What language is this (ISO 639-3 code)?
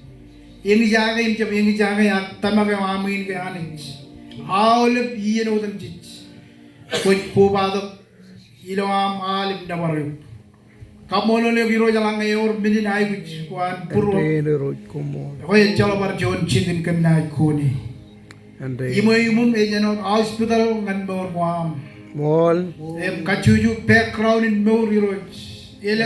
mah